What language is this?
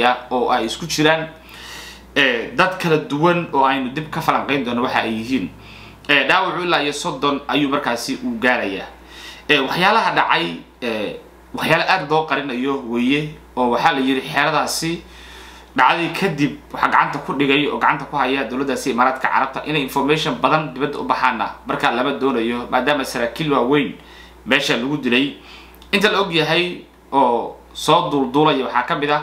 Somali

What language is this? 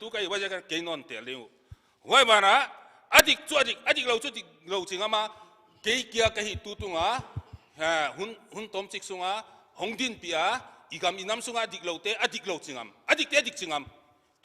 Paite Chin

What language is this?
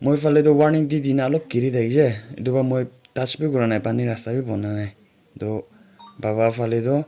Naga Pidgin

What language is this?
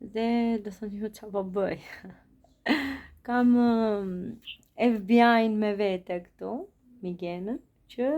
Albanian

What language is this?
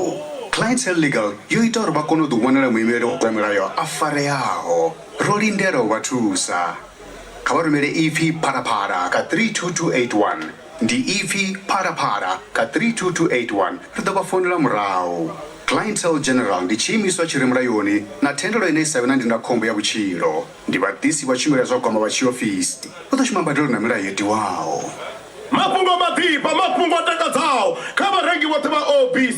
Venda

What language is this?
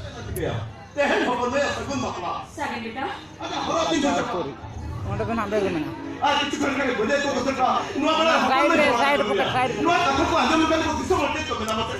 Santali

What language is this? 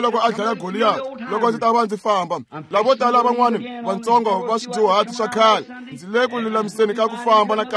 Tsonga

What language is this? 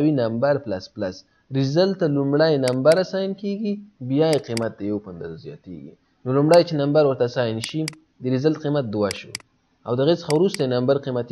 Pashto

